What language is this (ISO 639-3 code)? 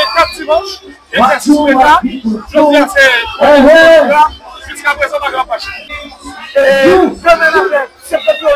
hat